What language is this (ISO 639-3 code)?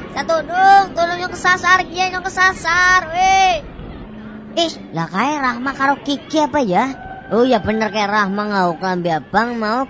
jav